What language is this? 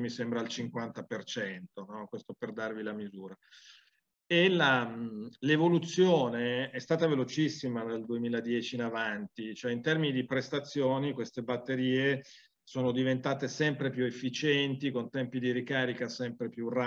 Italian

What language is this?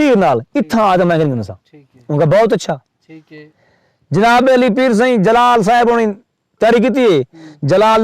Saraiki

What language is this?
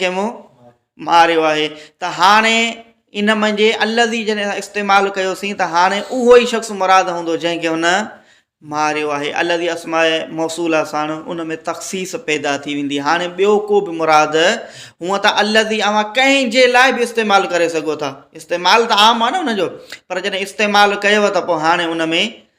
Sindhi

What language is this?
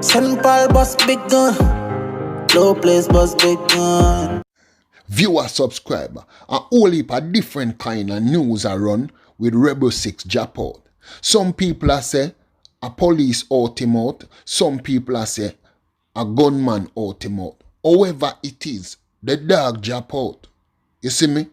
Jamaican Creole English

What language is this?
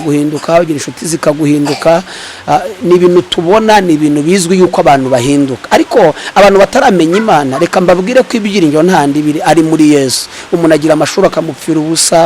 Kinyarwanda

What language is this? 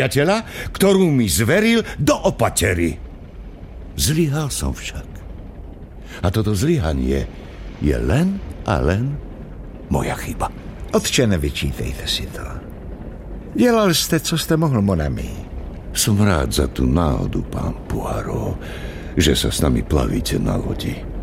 Slovak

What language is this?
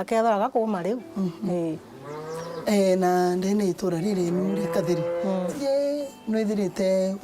Meru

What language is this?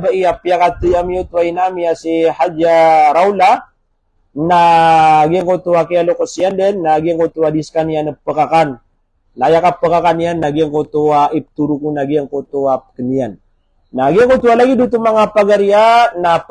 Maranao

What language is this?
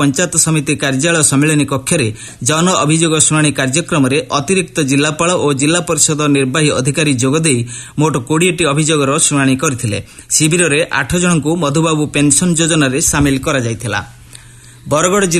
Odia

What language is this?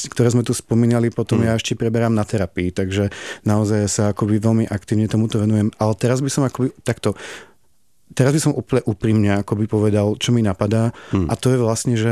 Slovak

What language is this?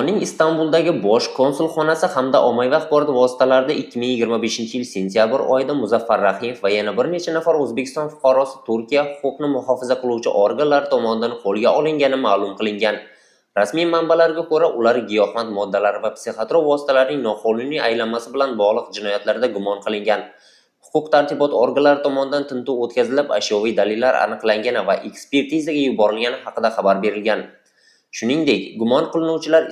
Uzbek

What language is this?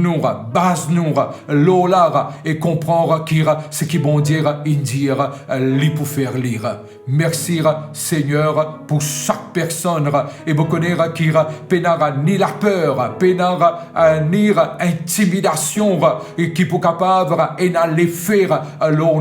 Morisyen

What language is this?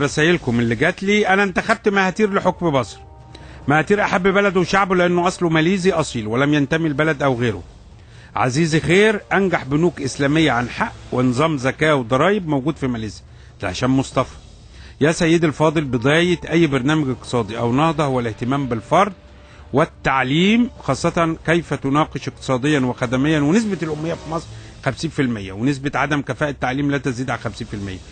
Egyptian Arabic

